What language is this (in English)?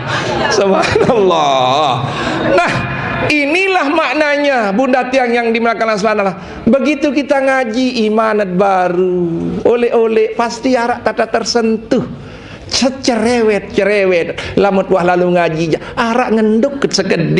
Sasak